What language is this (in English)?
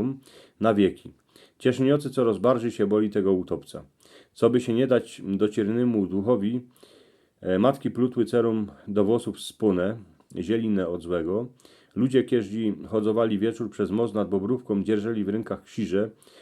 Silesian